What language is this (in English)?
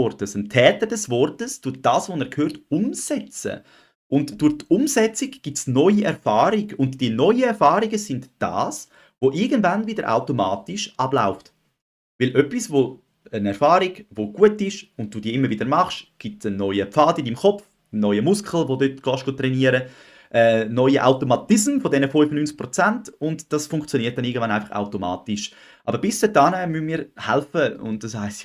Swiss German